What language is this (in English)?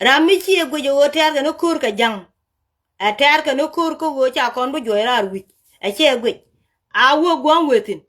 Nuer